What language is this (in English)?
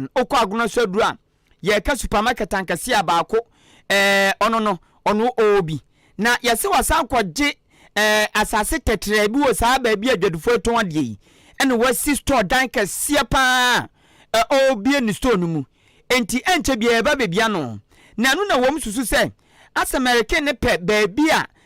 Akan